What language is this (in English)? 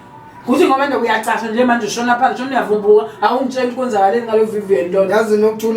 Zulu